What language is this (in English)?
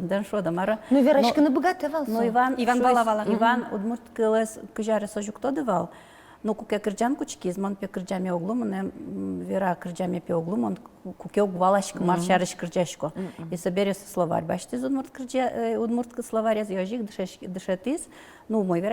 Udmurt